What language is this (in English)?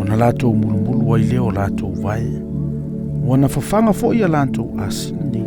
Samoan